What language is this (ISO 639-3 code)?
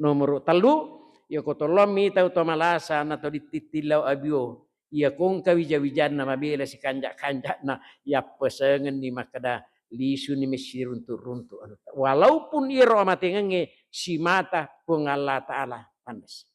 bug